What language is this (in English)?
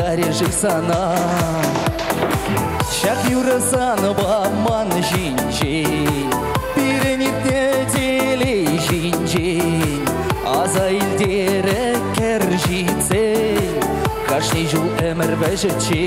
Chuvash